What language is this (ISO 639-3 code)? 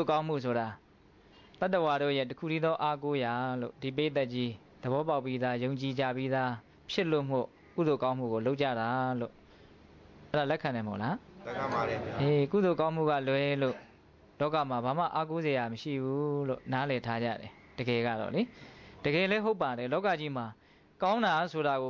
mya